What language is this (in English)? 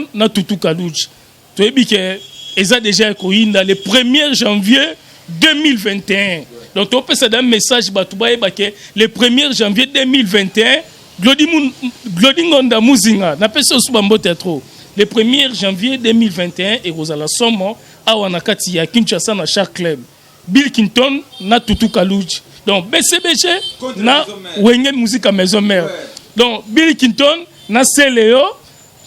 Lingala